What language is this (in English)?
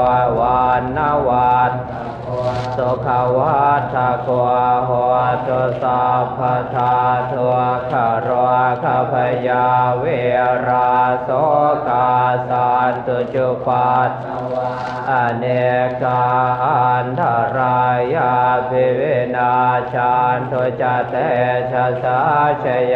Pali